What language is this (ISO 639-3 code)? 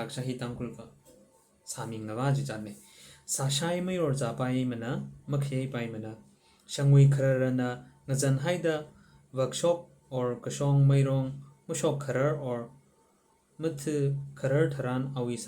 nmf